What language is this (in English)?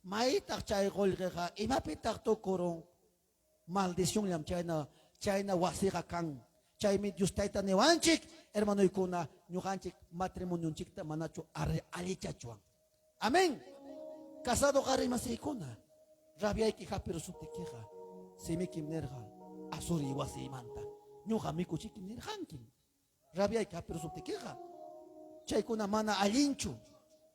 Ayacucho Quechua